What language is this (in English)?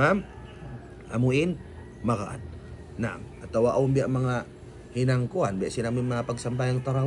Tausug